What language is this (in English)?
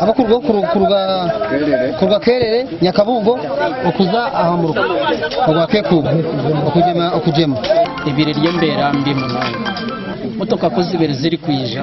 Nyankole